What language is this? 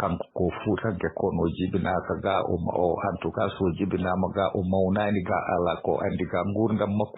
Fula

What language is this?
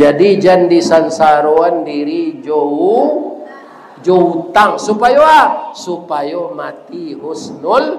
Minangkabau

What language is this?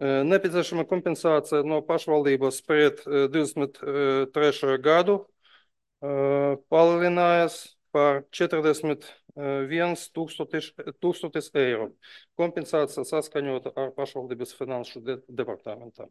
Latvian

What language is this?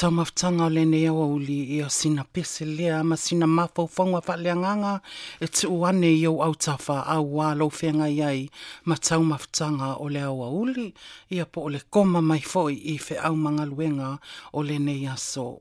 Samoan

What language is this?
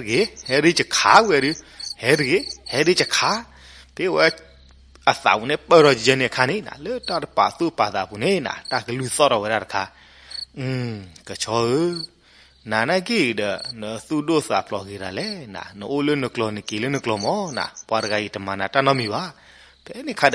S'gaw Karen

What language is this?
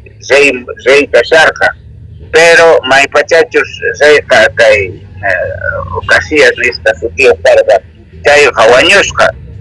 South Bolivian Quechua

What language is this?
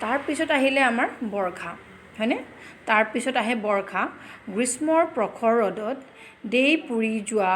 Assamese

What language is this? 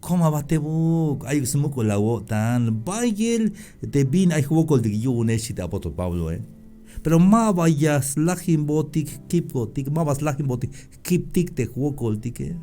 Tzeltal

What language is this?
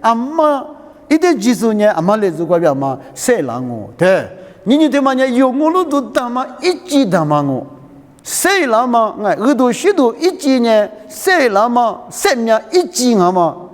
Lisu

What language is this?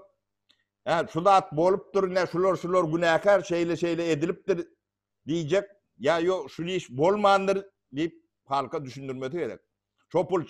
Turkmen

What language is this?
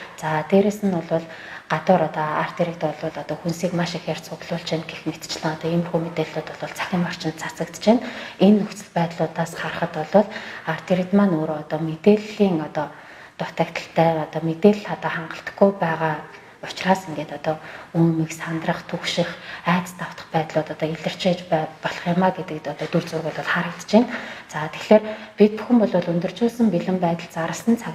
Mongolian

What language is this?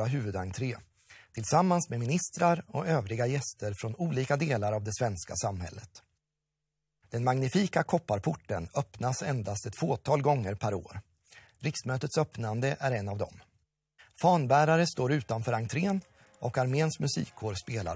Swedish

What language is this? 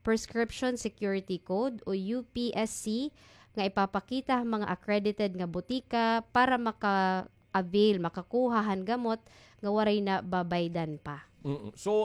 Waray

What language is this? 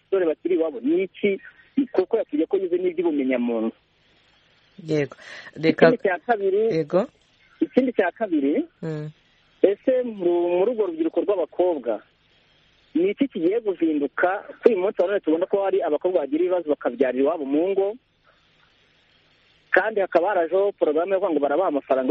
Kinyarwanda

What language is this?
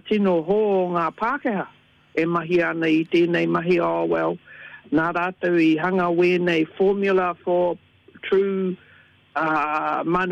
Māori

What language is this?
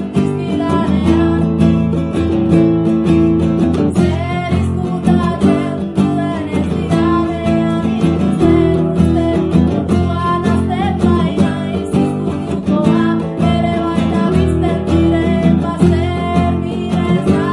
Basque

